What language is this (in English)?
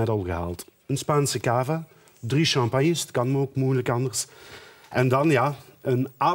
Dutch